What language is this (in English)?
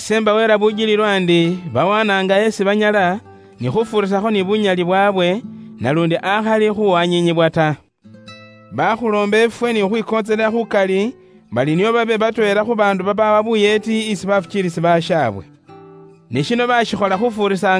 Luyia